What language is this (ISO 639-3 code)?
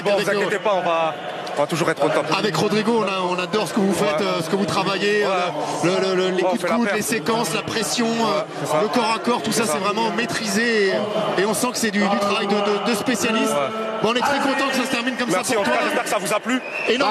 fra